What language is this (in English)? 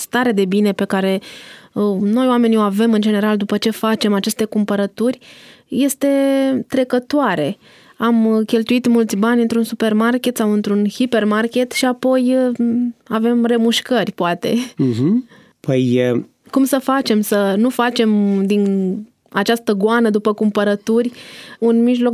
Romanian